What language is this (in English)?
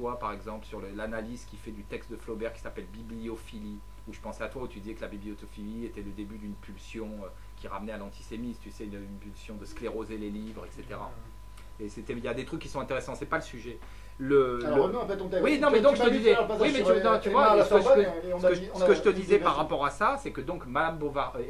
French